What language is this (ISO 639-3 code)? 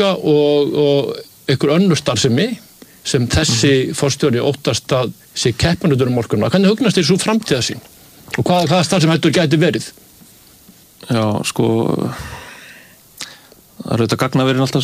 isl